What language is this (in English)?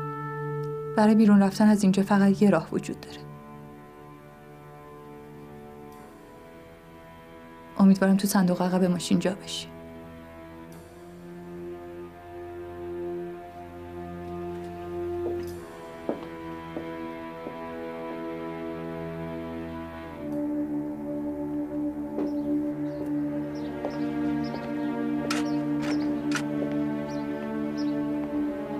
Persian